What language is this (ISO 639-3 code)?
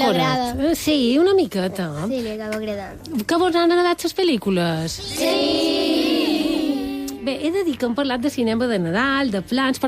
cat